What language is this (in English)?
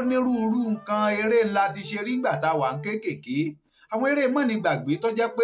Yoruba